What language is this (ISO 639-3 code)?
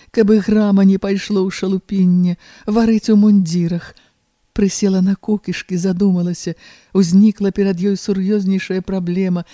bel